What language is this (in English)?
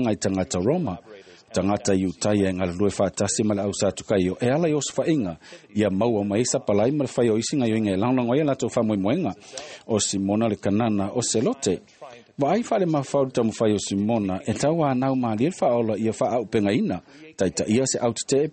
Samoan